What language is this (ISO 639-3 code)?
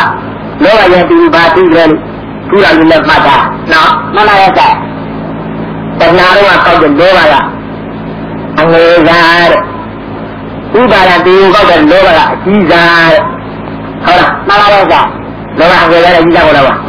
mya